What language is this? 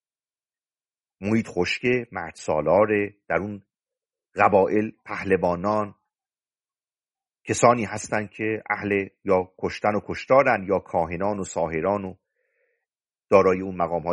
Persian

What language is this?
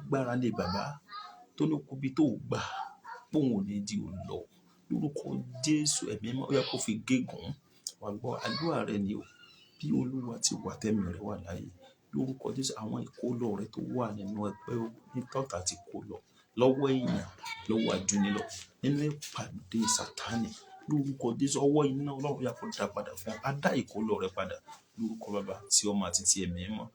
Yoruba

